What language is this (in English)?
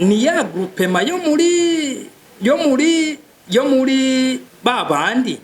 Rundi